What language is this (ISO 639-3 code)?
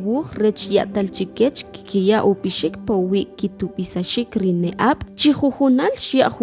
quc